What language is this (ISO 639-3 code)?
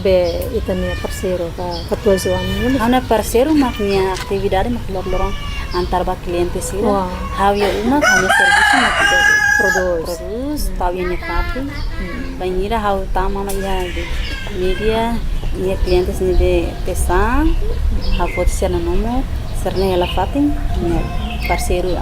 tet